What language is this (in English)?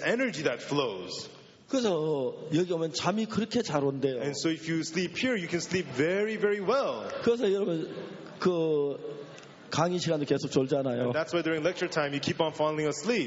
Korean